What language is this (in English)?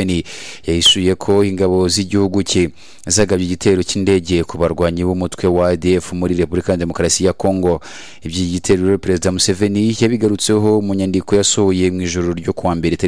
Kinyarwanda